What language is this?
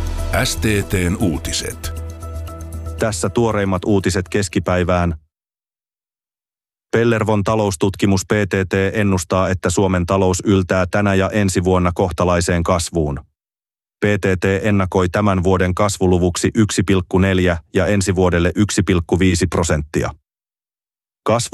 Finnish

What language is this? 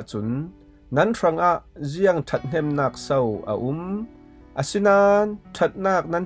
Falam Chin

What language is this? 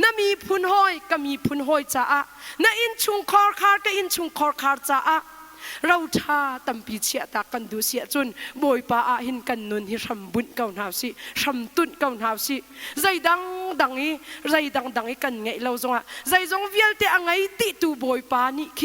Hakha Chin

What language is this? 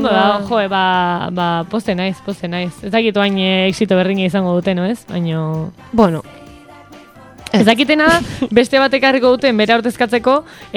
Basque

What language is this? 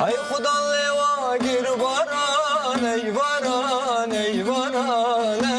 Kurdish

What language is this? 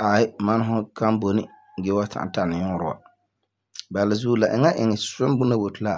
Frafra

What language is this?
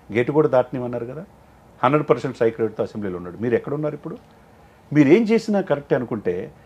Telugu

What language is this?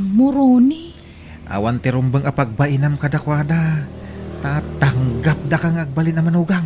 Iloko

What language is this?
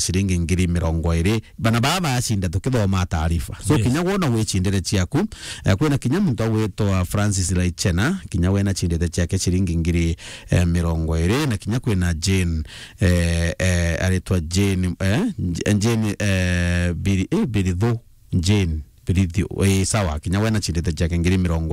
Meru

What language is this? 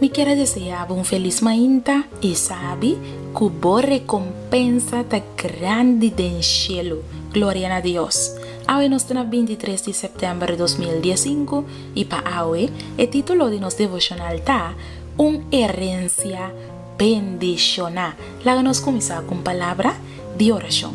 Papiamento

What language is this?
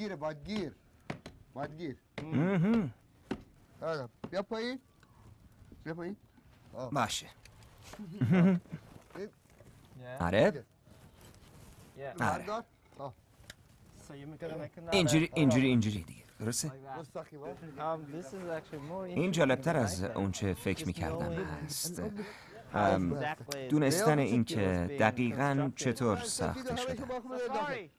Persian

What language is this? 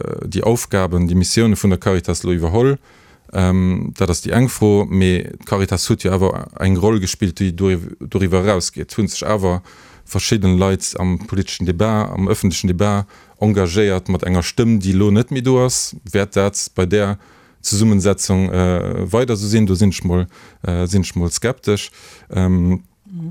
Luxembourgish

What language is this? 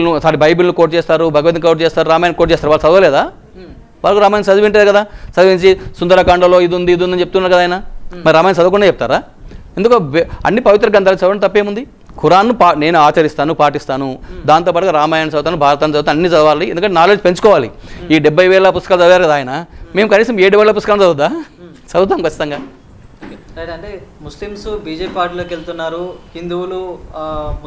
Telugu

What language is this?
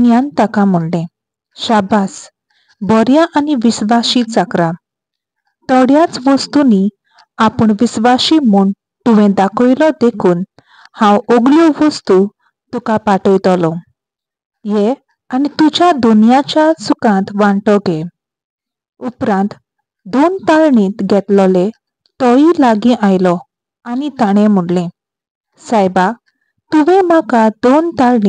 Konkani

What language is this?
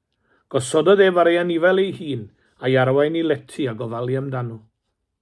Welsh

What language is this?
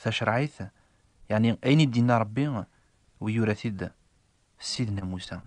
Kabyle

